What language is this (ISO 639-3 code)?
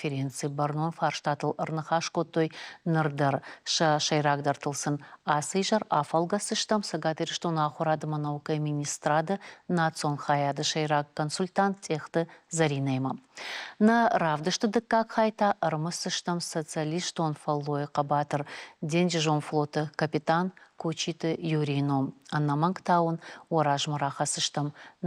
oss